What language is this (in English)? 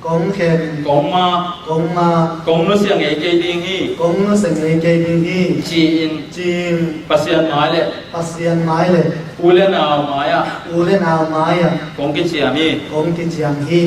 Tedim Chin